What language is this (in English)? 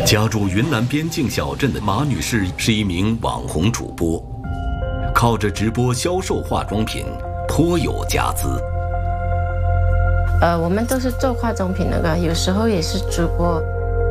Chinese